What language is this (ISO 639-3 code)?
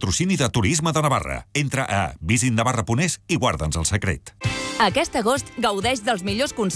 cat